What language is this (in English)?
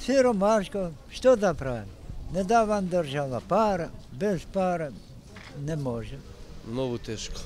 Macedonian